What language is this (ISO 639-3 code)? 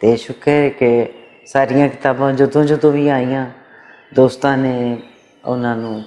lah